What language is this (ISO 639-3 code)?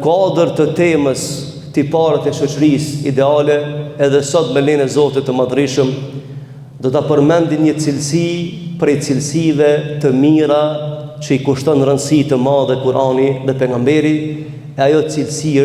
sqi